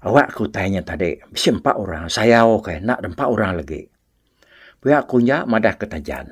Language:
Iban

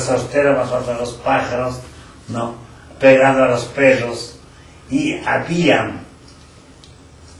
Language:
Spanish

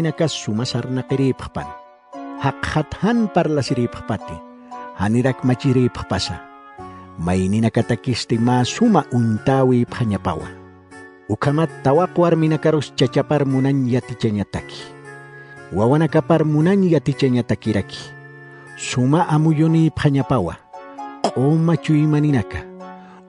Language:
Aymara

